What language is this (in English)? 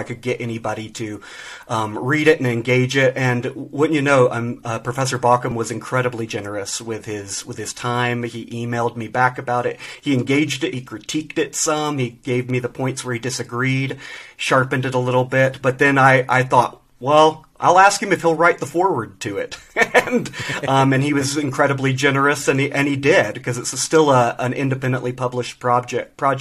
English